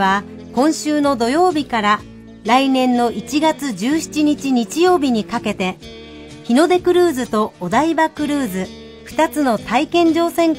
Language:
Japanese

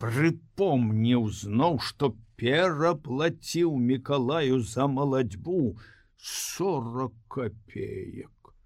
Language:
Belarusian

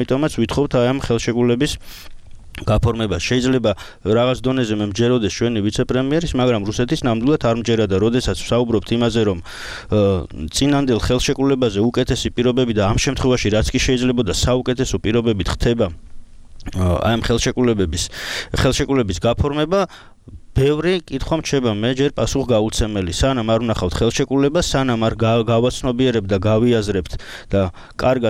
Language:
Georgian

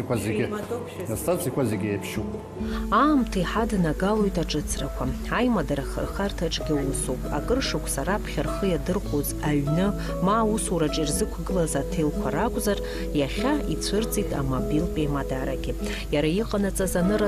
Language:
Abkhazian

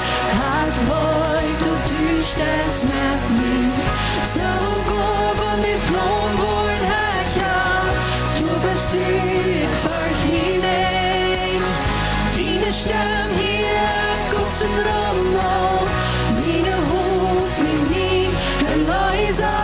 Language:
Plautdietsch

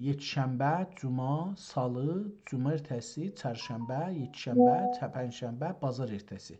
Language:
South Azerbaijani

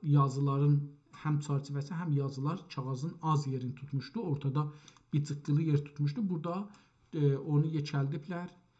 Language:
South Azerbaijani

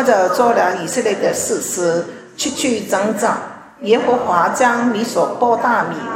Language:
Chinese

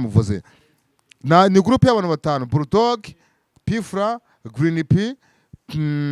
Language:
Kinyarwanda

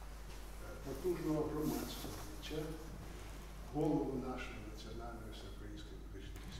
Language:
Ukrainian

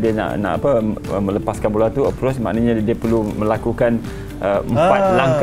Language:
Malay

